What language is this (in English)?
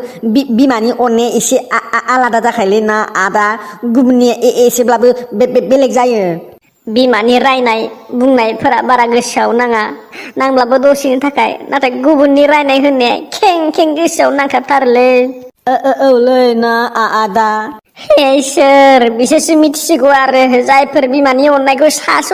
Bodo